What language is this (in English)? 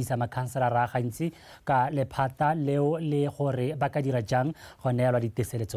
Tswana